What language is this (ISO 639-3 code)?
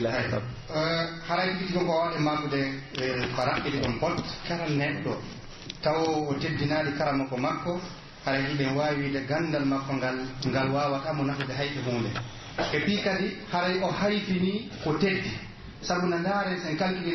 fuf